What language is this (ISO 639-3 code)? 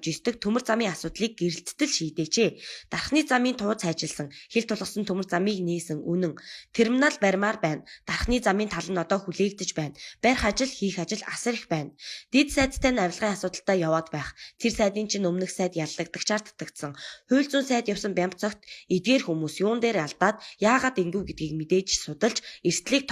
mon